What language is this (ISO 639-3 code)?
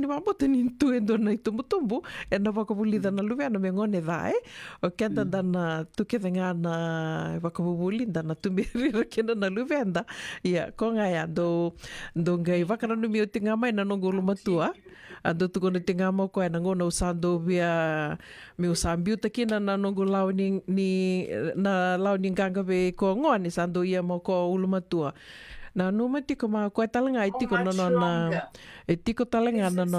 fij